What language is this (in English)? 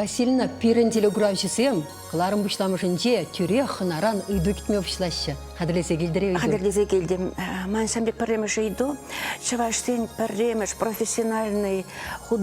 Chuvash